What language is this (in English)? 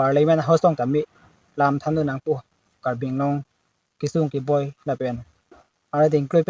Karbi